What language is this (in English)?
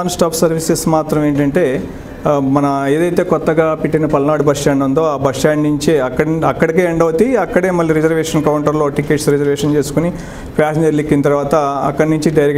Telugu